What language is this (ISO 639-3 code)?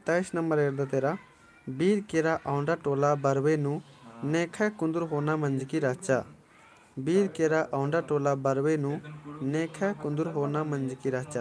kru